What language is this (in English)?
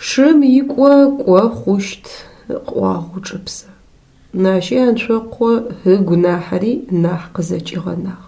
Adyghe